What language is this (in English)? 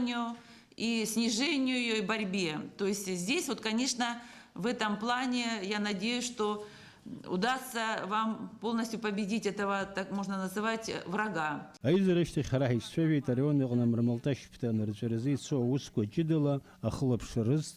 Abkhazian